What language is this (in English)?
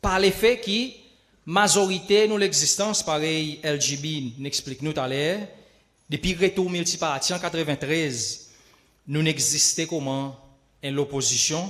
Seselwa Creole French